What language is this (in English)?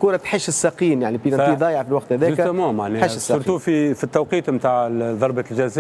Tunisian Arabic